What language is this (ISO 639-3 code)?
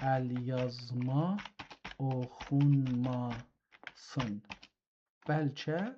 azb